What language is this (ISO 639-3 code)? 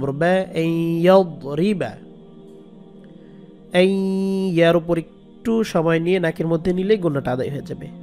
ben